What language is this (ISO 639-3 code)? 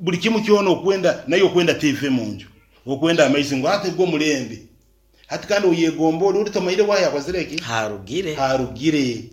nyn